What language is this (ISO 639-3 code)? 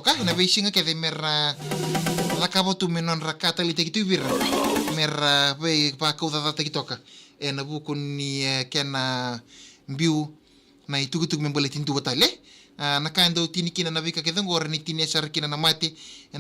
fij